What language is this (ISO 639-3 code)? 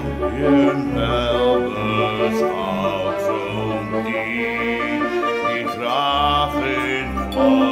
nld